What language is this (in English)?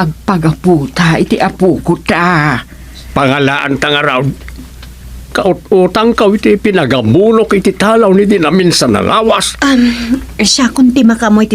Iloko